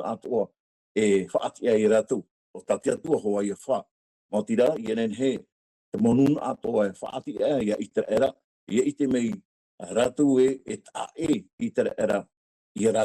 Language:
Tahitian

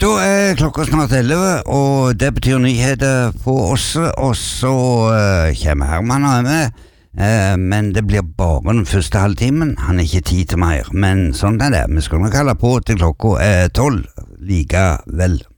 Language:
Norwegian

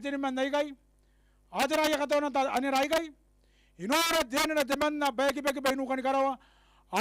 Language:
Gilbertese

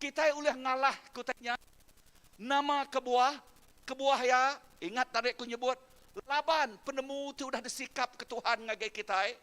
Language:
Iban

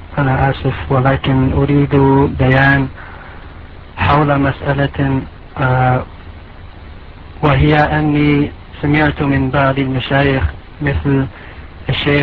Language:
Arabic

